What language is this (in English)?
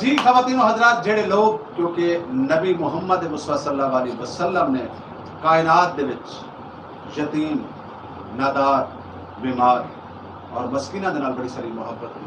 Saraiki